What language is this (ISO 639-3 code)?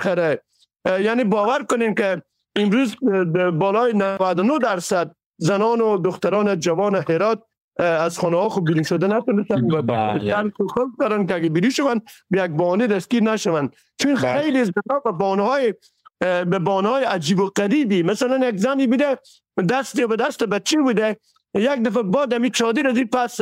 fas